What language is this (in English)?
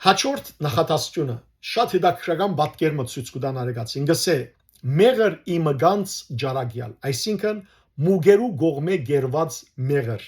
Western Armenian